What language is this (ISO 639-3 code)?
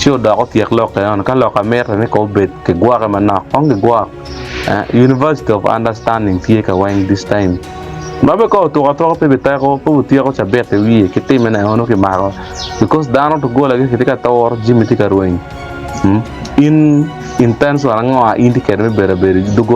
ach